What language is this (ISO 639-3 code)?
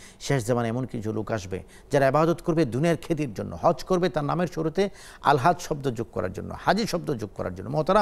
ben